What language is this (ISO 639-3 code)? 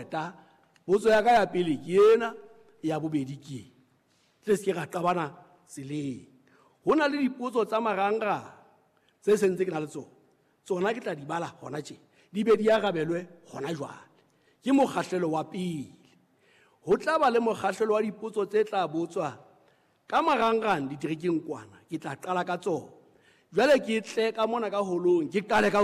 sot